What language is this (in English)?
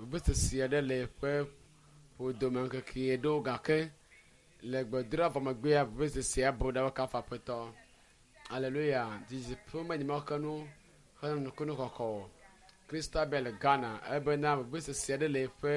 Ewe